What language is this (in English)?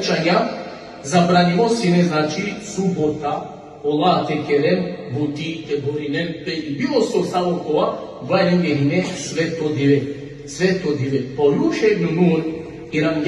Balkan Romani